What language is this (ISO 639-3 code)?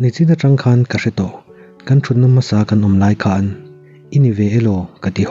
lus